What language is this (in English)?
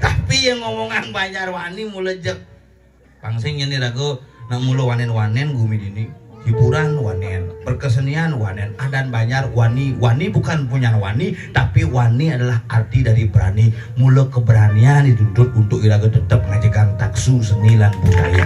Balinese